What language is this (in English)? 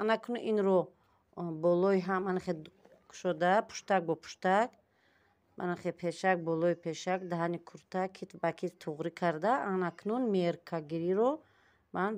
Tajik